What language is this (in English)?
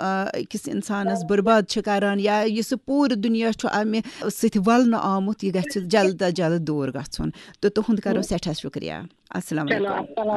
Kashmiri